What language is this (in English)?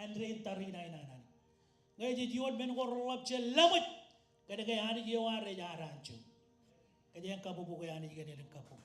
Marshallese